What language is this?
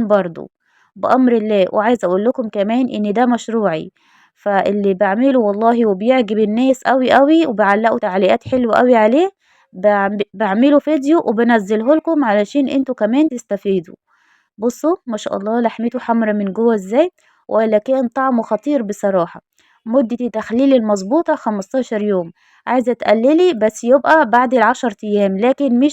Egyptian Arabic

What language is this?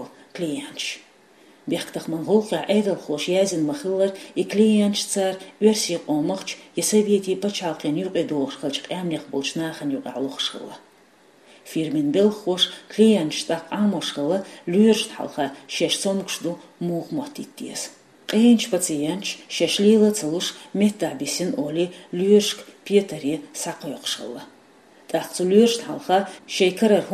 Chechen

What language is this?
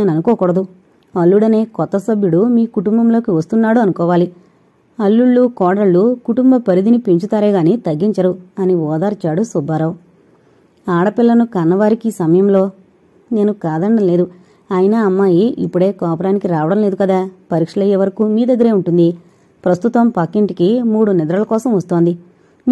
Telugu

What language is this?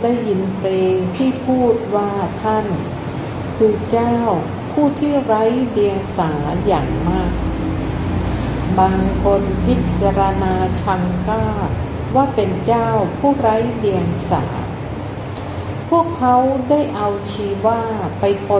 Thai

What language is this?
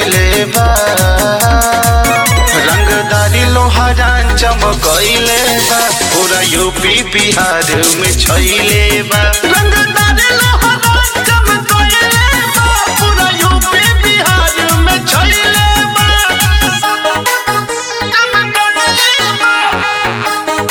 Bhojpuri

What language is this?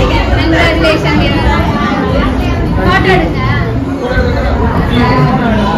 Tamil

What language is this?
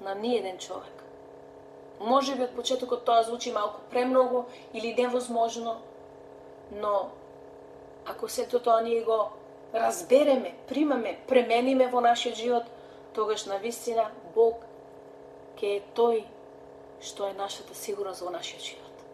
Macedonian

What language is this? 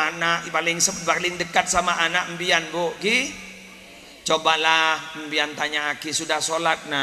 Madurese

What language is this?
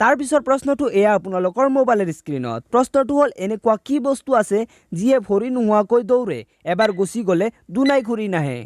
Assamese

